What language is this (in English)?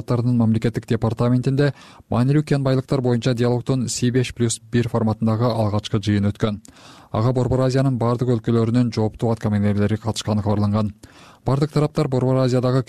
Kyrgyz